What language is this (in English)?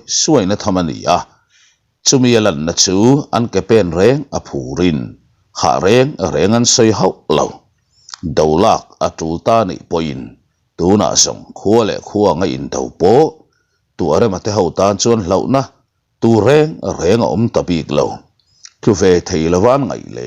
Mizo